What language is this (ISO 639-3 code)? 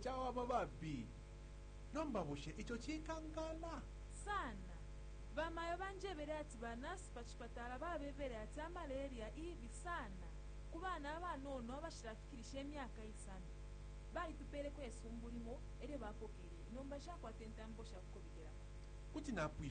bem